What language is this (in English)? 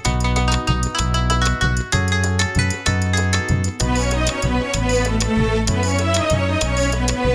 Telugu